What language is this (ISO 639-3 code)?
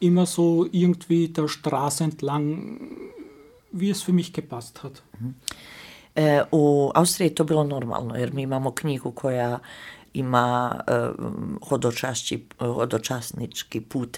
slv